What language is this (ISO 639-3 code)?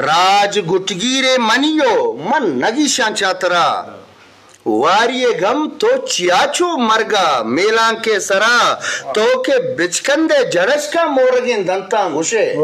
bgp